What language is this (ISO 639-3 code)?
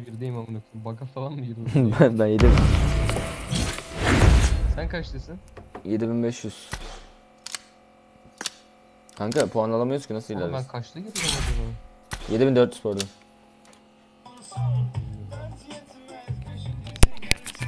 tur